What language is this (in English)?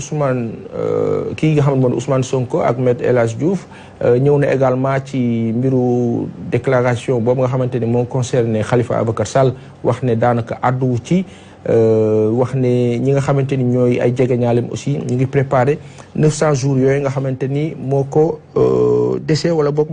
Wolof